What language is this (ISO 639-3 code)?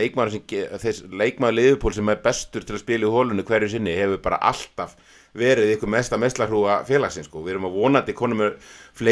isl